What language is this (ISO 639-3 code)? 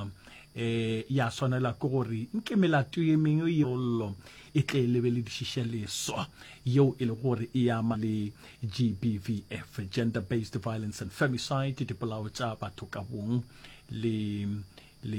nso